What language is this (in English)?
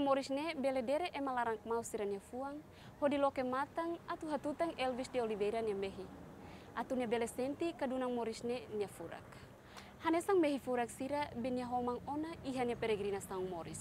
Tetum